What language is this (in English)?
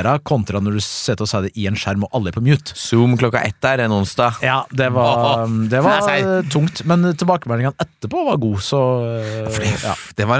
Norwegian